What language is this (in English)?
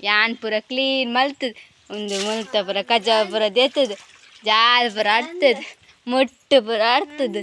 Tulu